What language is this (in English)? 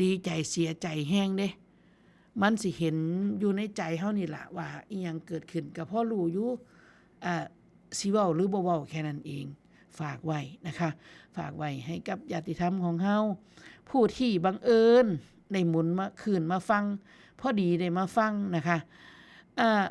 Northeastern Thai